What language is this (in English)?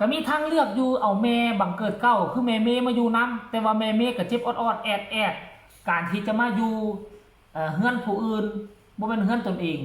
Northeastern Thai